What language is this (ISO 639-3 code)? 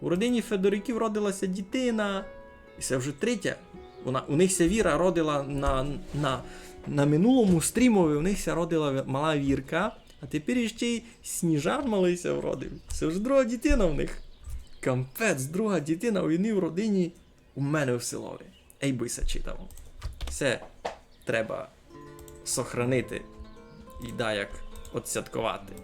rue